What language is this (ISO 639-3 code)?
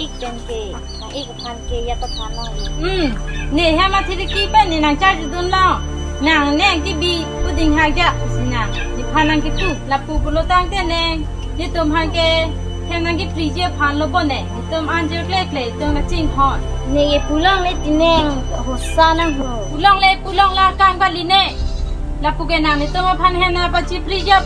mjw